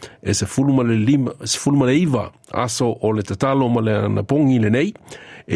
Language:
Samoan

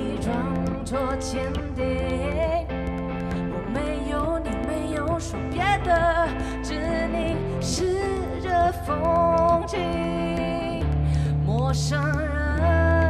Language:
Chinese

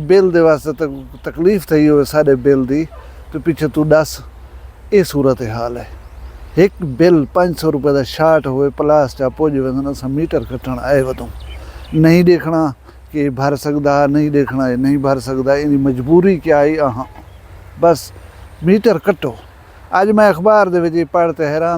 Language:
Saraiki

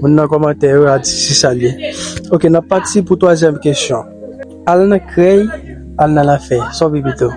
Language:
Haitian Creole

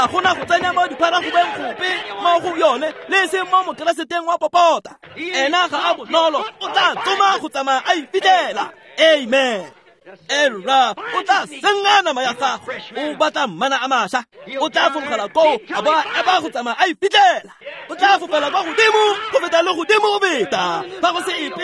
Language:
Tswana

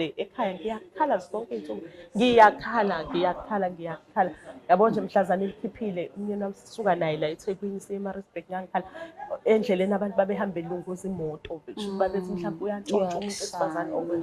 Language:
Zulu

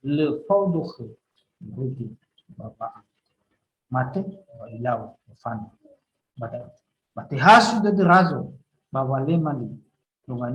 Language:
Nias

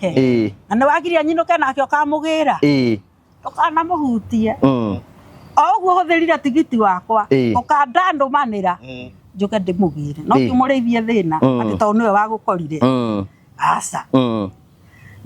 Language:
Kikuyu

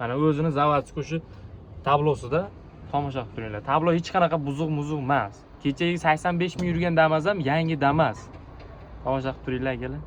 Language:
Uzbek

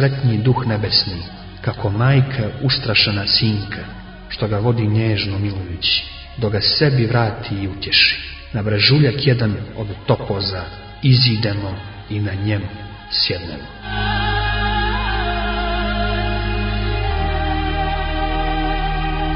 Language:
Croatian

